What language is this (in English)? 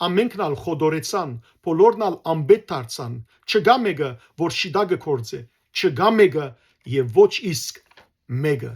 Western Armenian